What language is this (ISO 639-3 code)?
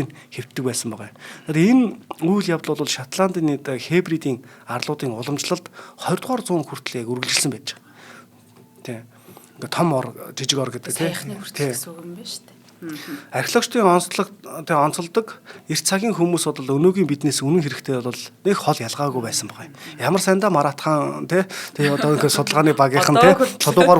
mon